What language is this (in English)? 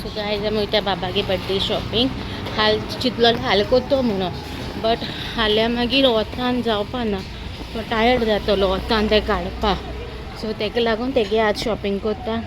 Konkani